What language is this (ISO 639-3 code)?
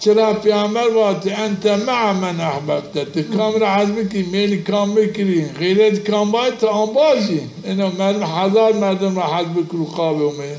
zza